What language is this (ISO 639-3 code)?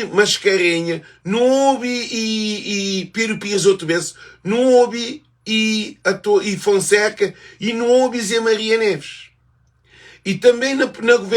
kea